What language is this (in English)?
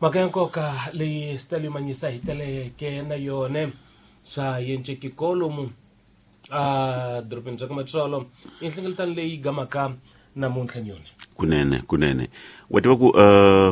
Tsonga